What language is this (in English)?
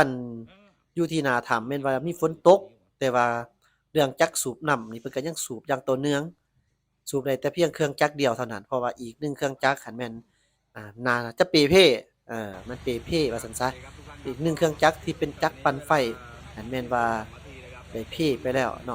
Lao